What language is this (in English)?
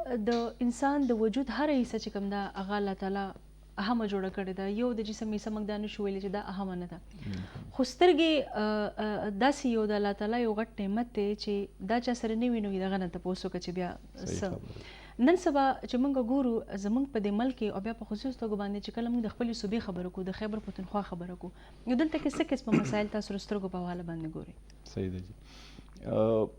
Pashto